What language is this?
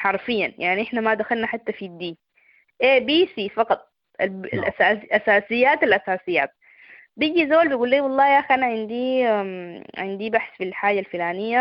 Sudanese Arabic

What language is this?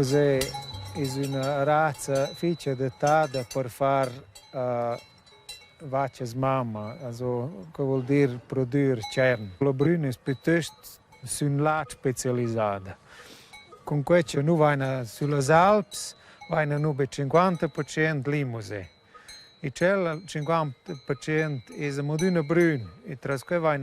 Romansh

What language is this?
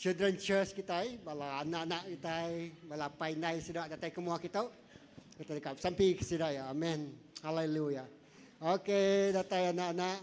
Iban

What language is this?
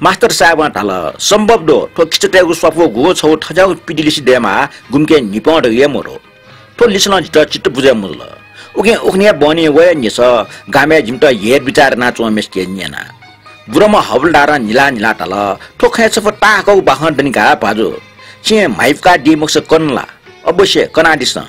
Newari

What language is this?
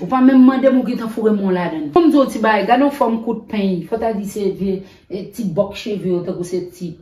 Haitian Creole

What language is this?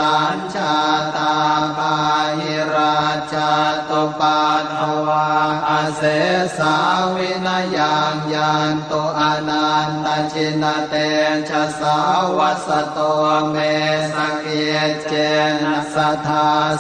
Pali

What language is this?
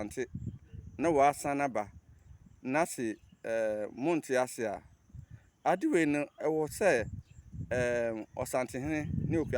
Akan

